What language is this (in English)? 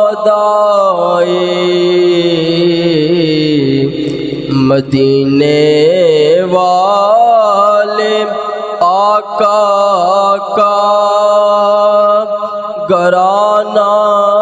Urdu